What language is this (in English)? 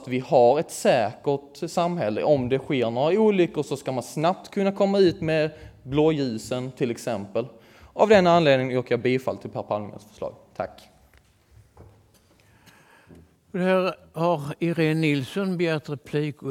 Swedish